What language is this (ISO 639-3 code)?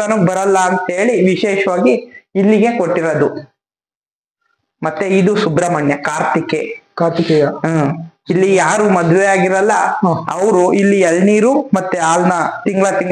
kan